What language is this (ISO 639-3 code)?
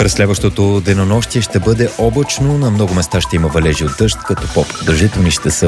bul